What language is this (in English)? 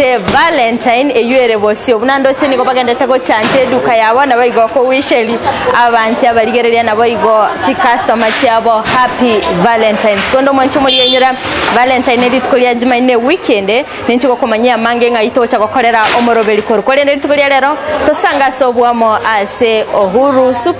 Gusii